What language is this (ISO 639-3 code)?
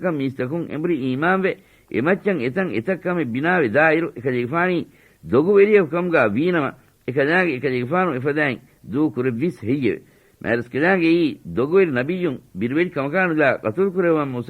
div